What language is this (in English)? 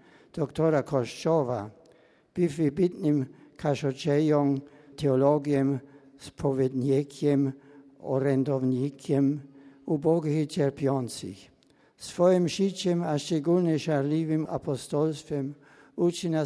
Belarusian